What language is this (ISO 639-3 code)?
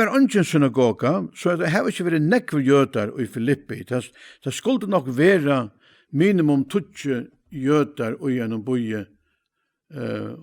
fao